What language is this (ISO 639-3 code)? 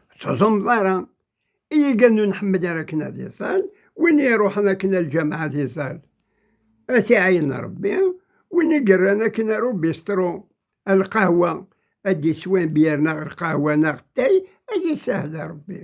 kab